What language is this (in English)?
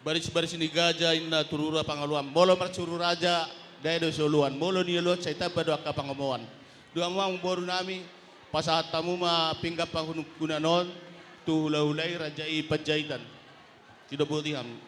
Batak Toba